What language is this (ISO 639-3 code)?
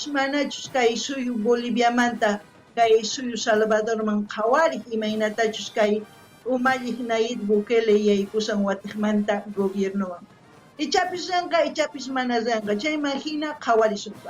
quh